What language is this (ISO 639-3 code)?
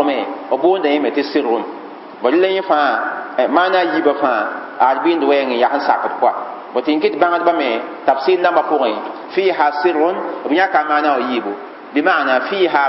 mos